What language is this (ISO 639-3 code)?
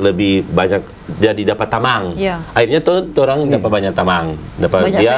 xmm